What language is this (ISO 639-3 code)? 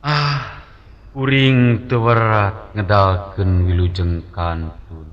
sun